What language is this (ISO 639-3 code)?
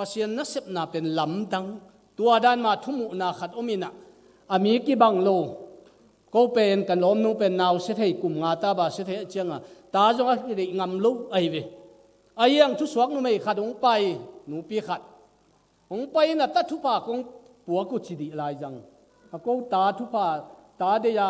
ctd